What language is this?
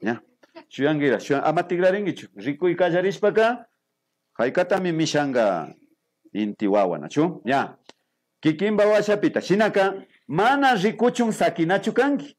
Imbabura Highland Quichua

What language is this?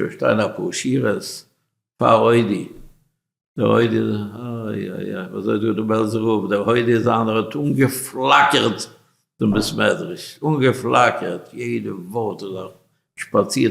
Yiddish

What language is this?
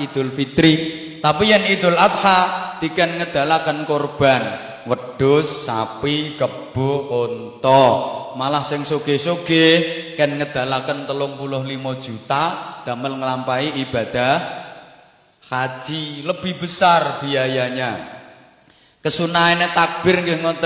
Javanese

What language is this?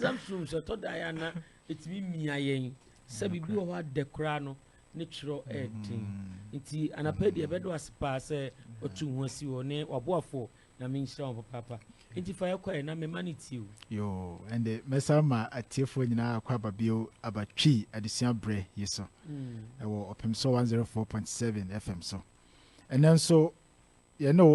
Akan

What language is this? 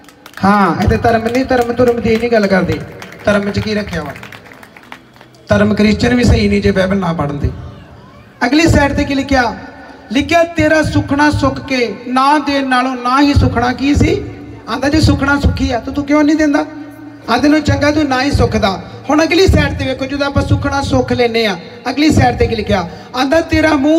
Punjabi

